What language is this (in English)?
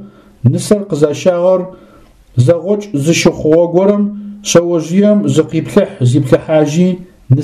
Adyghe